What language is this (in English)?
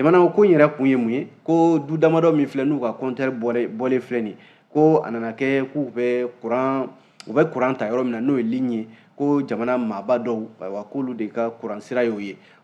Bambara